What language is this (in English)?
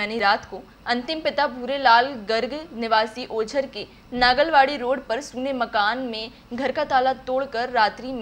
Hindi